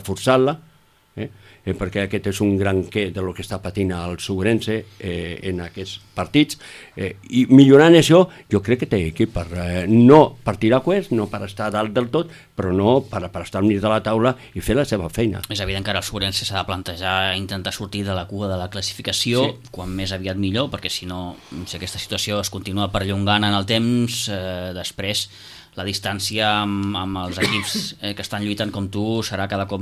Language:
Catalan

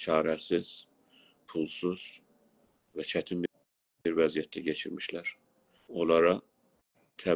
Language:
South Azerbaijani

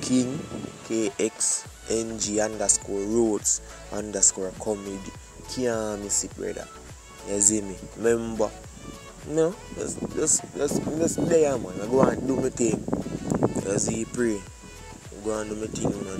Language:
Jamaican Creole English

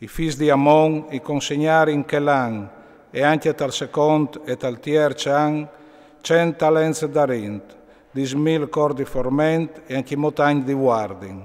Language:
Friulian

